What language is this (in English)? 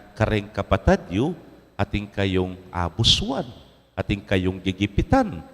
Pampanga